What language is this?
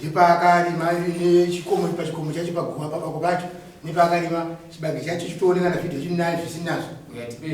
Shona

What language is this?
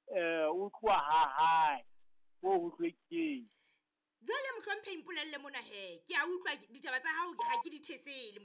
Southern Sotho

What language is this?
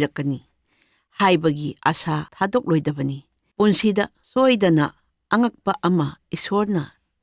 Manipuri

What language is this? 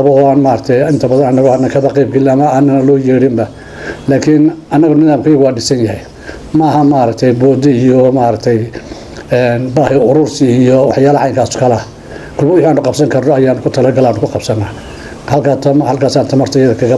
Somali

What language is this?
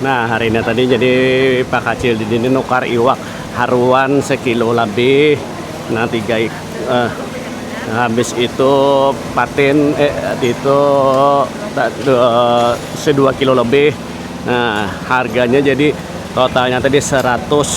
Banjar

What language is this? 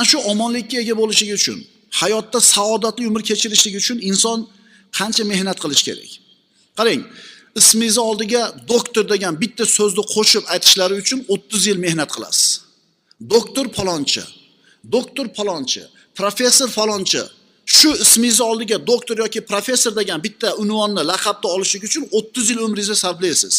Uzbek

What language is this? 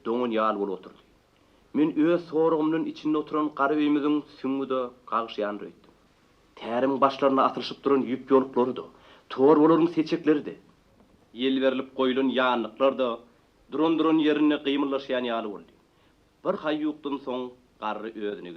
Turkmen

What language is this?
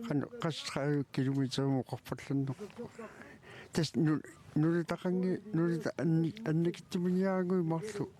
Kalaallisut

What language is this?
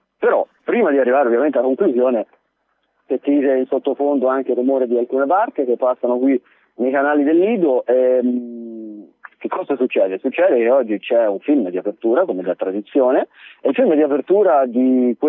Italian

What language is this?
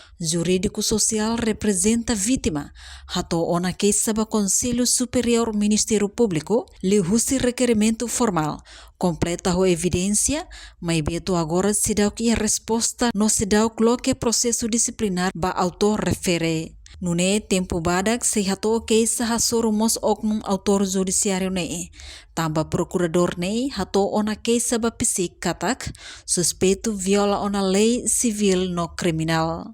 Tetum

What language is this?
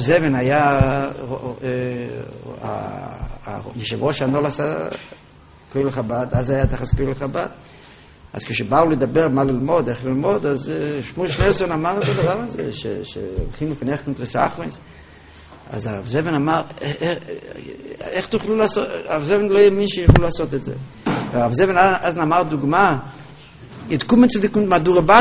Hebrew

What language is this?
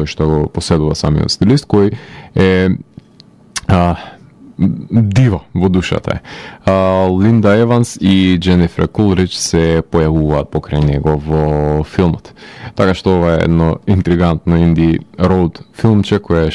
Macedonian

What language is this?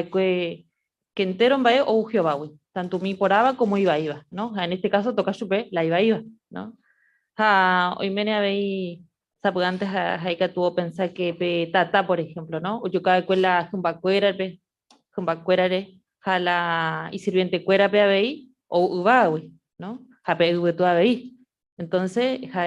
Guarani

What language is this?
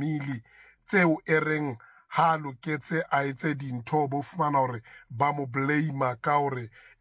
Southern Sotho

